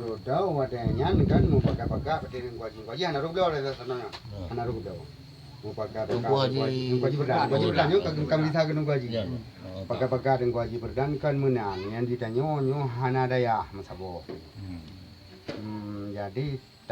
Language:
Achinese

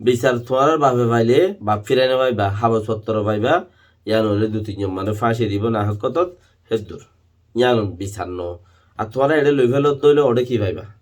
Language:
Rohingya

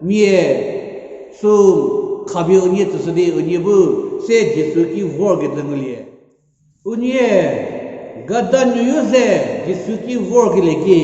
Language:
Angami Naga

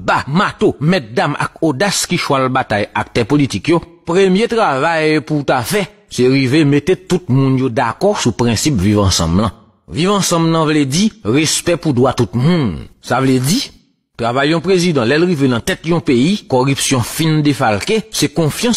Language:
Haitian Creole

